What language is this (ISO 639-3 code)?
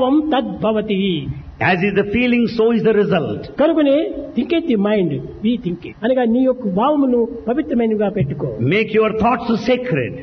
tel